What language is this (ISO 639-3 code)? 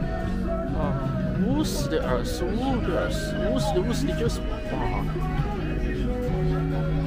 zho